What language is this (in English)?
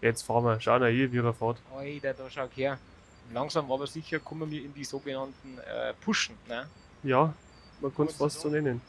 Bavarian